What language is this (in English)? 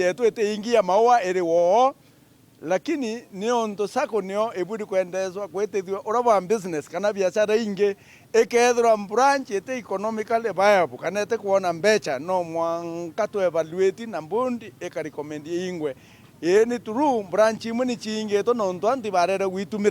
Meru